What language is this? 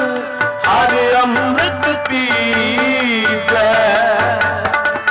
Punjabi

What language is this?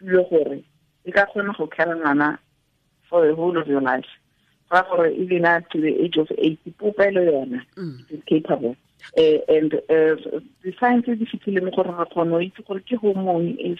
Tswana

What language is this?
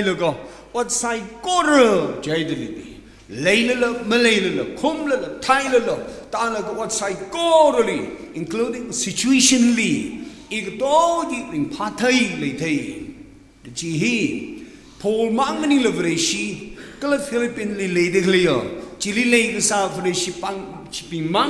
Tangkhul Naga (India)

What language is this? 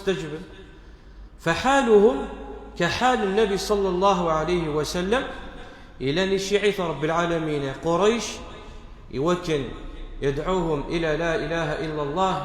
Kabyle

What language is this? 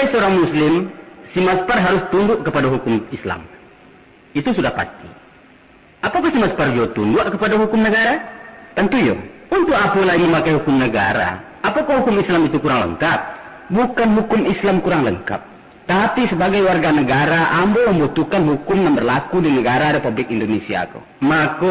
Minangkabau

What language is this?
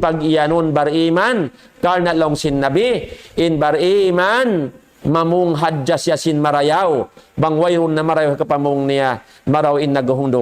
Tausug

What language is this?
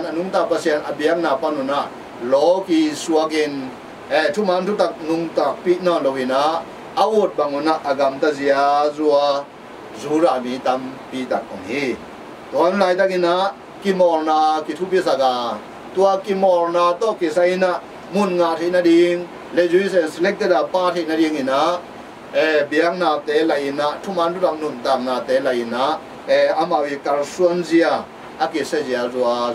Tedim Chin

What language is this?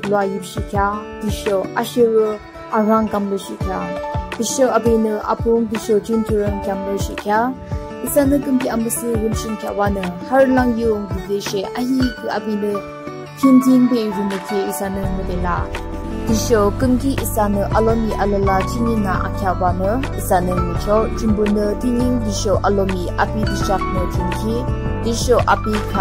Yimchungru Naga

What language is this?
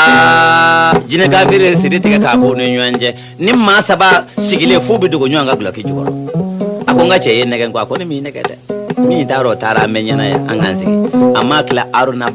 Bambara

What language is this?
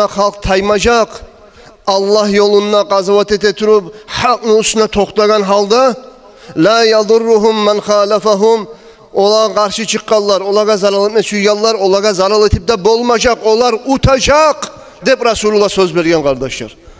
Kumyk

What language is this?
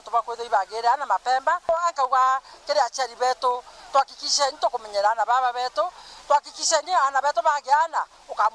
Meru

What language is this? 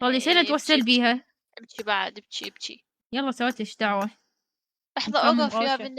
Mesopotamian Arabic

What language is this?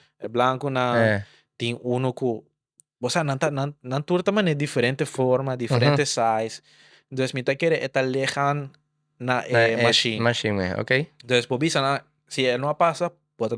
Papiamento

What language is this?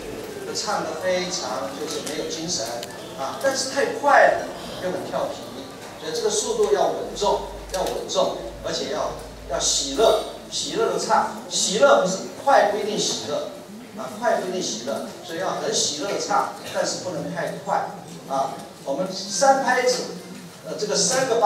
Chinese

